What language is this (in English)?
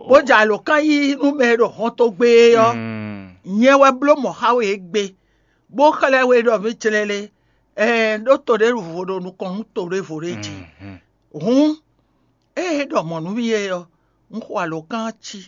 Fon